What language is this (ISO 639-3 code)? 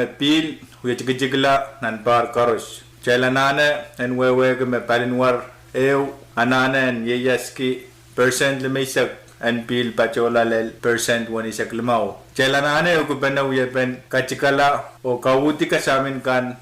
pon